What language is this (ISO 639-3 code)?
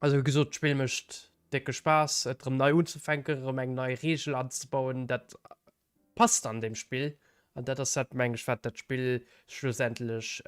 ltz